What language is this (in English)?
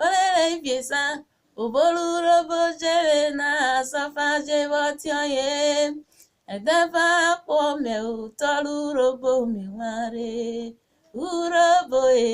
Urhobo